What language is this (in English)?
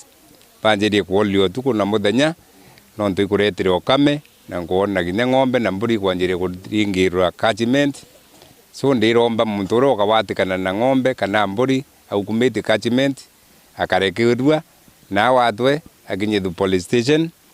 Meru